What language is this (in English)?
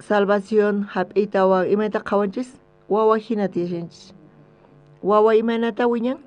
South Bolivian Quechua